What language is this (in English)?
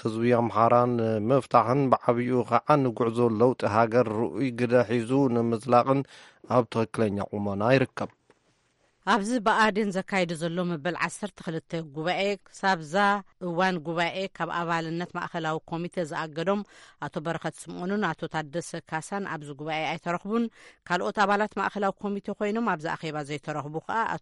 Tigrinya